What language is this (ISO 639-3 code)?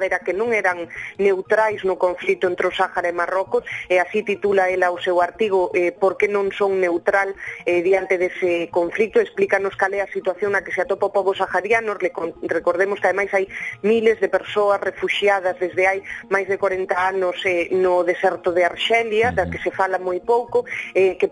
glg